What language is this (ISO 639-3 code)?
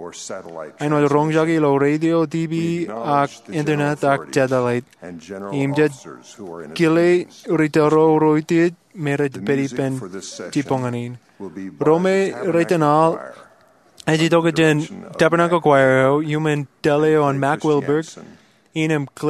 mah